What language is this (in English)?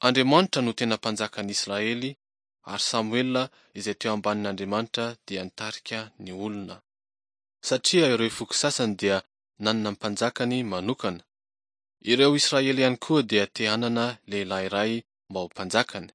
Malagasy